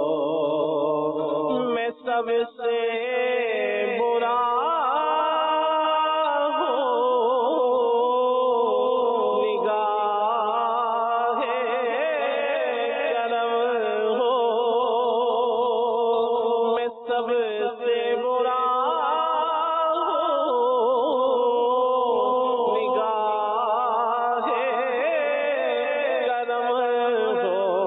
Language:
Urdu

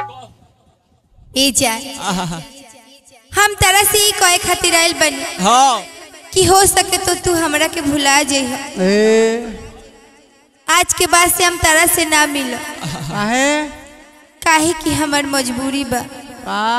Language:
Bhojpuri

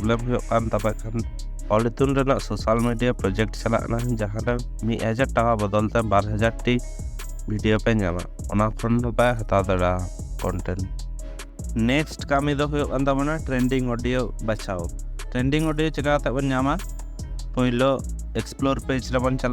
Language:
Santali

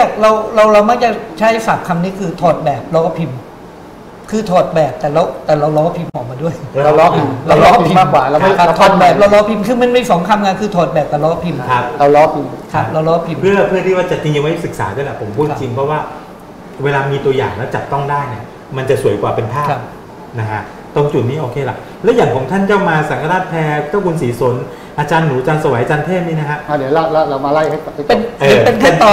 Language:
Thai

